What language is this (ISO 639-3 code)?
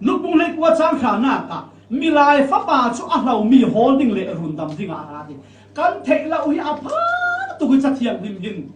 cfm